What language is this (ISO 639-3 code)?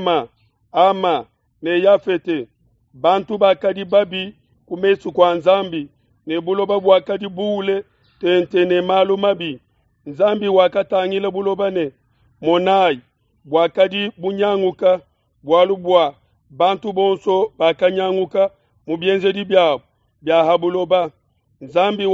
lua